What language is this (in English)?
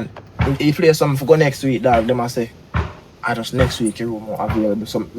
Jamaican Creole English